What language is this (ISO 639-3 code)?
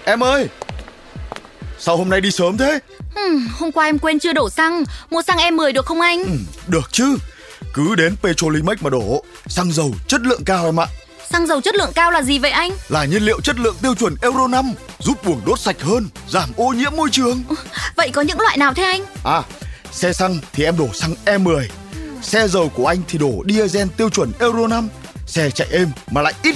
vie